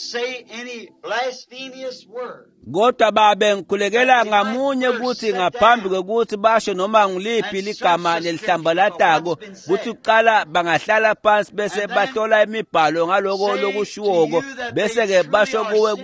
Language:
Swati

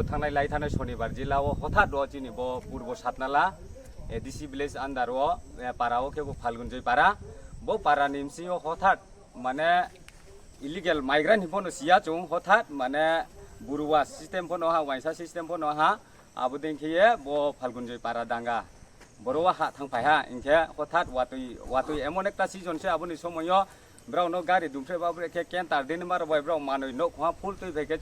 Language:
Riang (India)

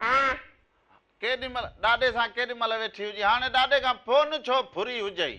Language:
Sindhi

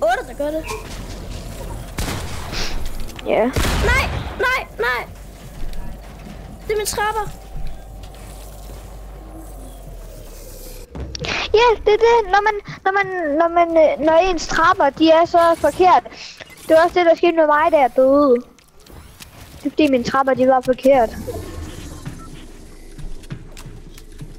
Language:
Danish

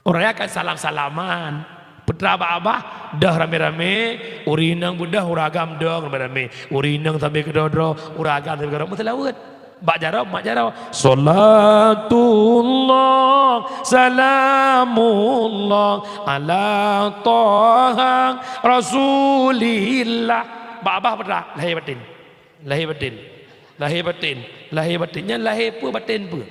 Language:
Achinese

